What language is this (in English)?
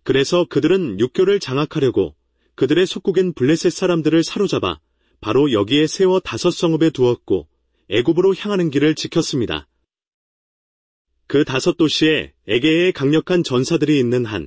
Korean